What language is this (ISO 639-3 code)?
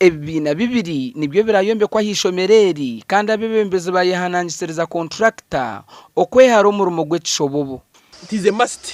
nyn